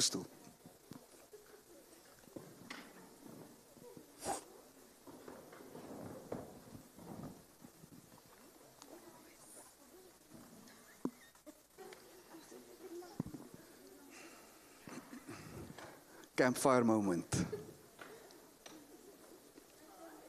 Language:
Afrikaans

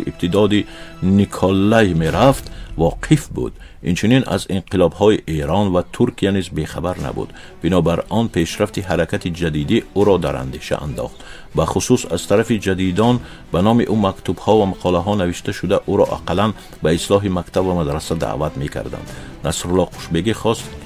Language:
Tajik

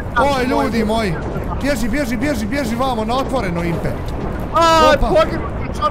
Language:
Bosnian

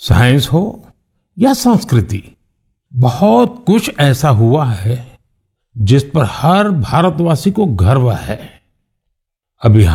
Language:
Hindi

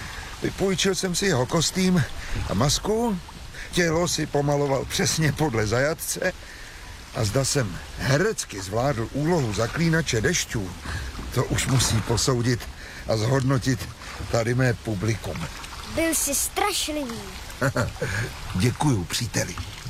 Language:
Czech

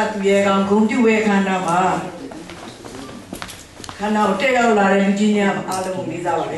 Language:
Burmese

